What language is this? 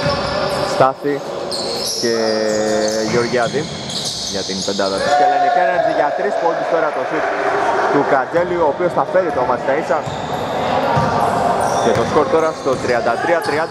Greek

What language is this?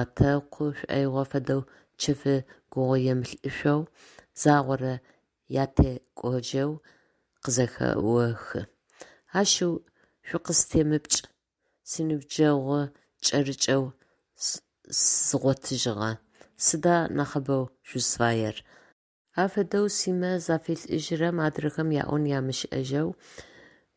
Adyghe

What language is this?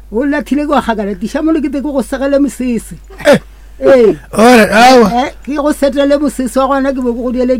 Northern Sotho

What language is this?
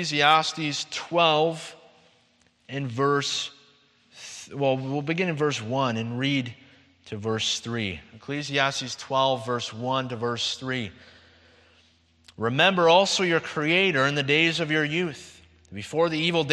English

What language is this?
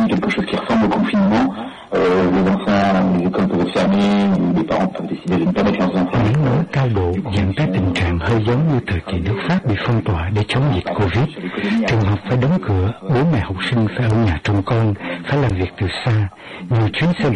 Vietnamese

